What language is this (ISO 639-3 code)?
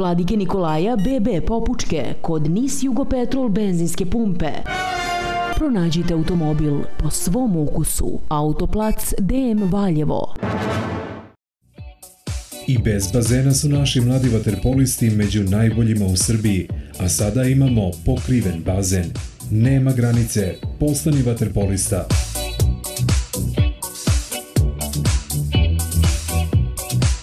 srp